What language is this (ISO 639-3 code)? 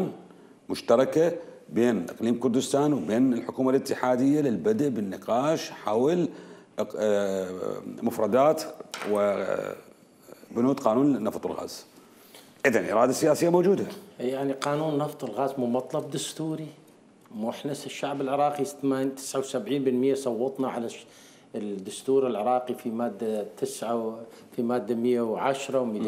acm